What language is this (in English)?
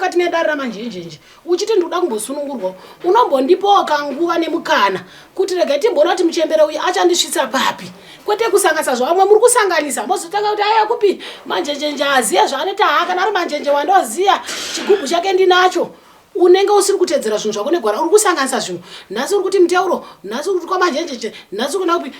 Shona